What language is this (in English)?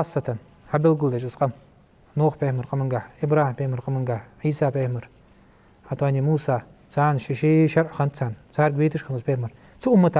Ingush